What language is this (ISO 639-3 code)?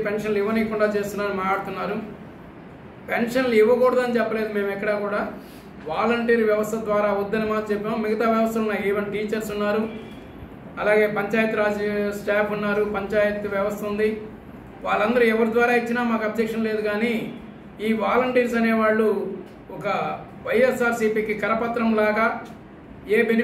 tel